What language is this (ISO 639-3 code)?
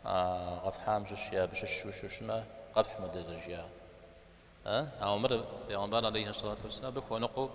kbd